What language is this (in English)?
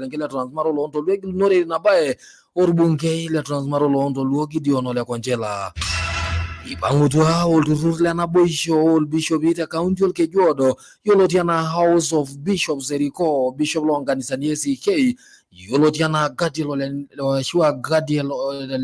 Masai